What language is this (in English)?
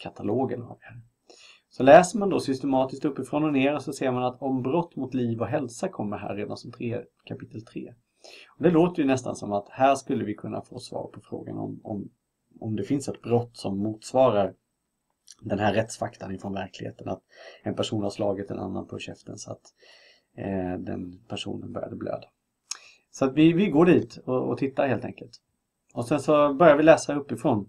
Swedish